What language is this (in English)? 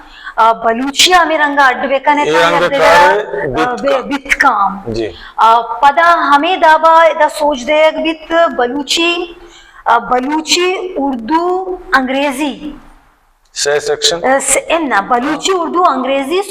Baluchi